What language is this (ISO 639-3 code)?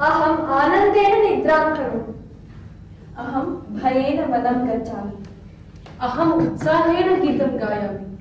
san